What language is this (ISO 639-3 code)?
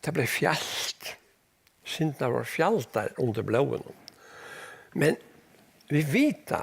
fao